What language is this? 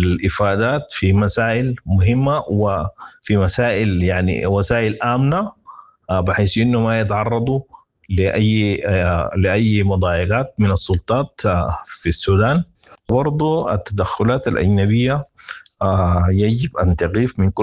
Sudanese Arabic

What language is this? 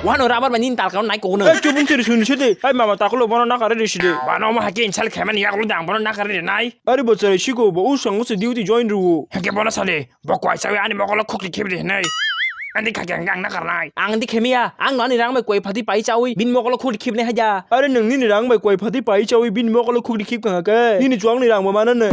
Kok Borok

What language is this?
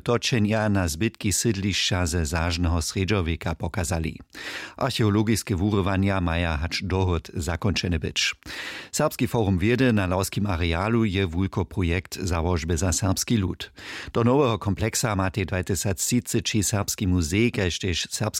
Upper Sorbian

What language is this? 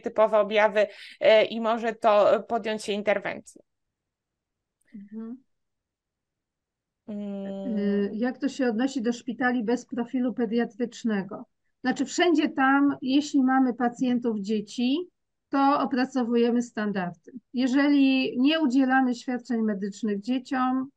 Polish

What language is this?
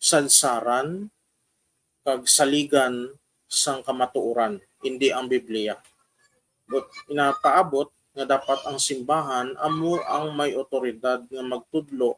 Hiligaynon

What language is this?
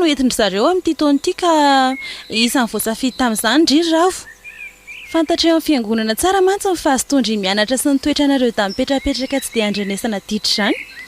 Malagasy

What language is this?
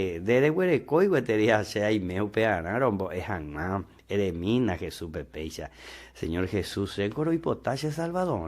Guarani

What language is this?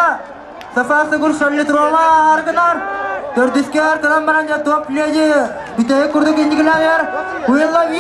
Yakut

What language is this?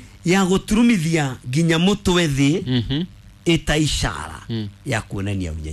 Kikuyu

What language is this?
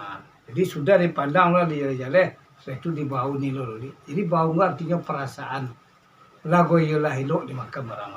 Minangkabau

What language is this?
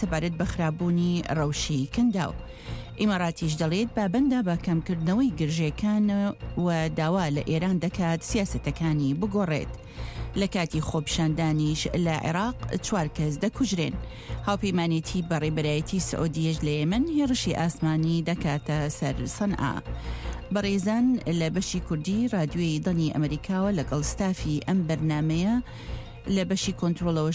Central Kurdish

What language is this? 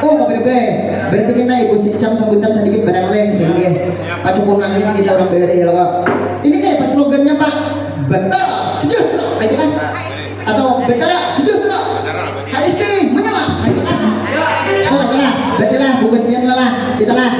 Banjar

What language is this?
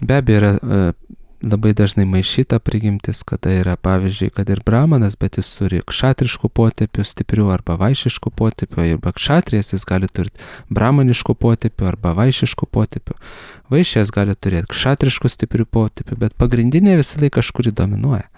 Lithuanian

